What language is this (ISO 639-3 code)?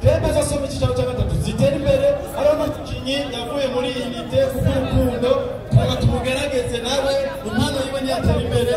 run